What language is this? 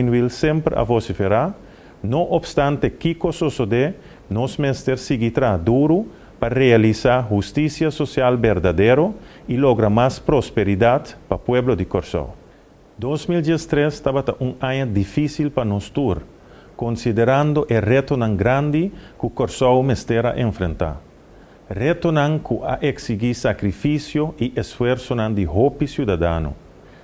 Papiamento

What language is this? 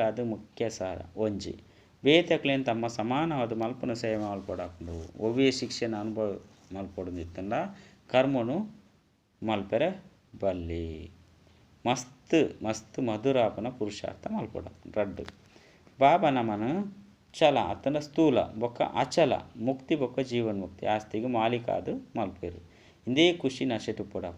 Tulu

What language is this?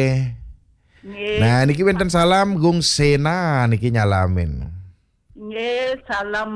Balinese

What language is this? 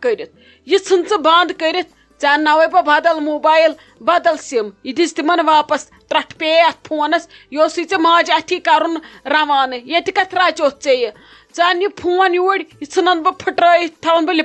Kashmiri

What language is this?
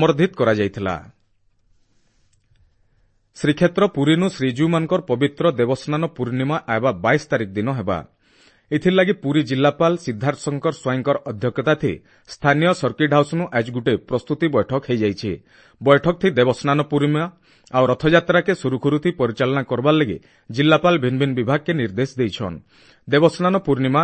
Odia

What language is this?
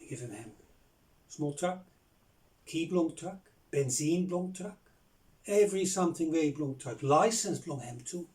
Bislama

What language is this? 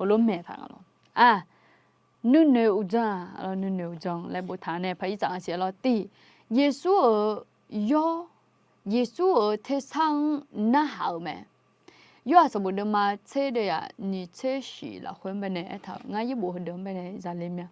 Akha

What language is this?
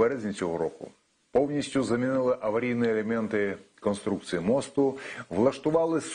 Ukrainian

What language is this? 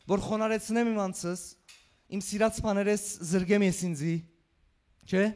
Western Armenian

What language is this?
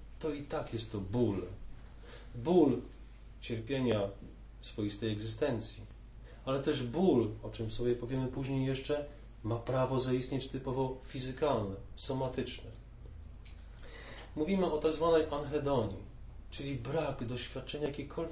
Polish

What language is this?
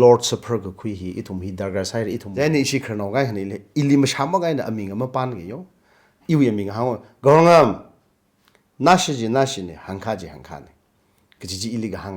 Tangkhul Naga (India)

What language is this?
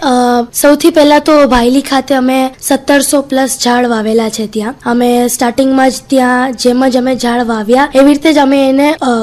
Gujarati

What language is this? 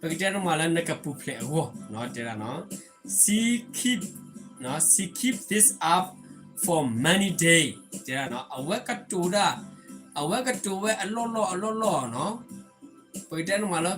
S'gaw Karen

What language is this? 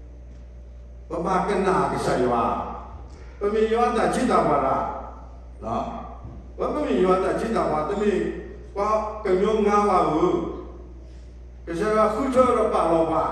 S'gaw Karen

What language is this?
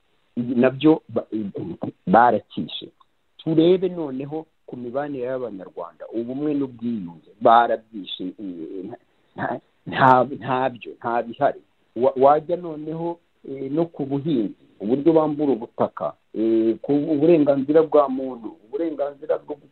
Kinyarwanda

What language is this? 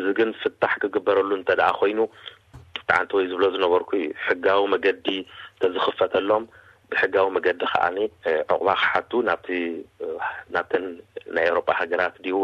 Tigrinya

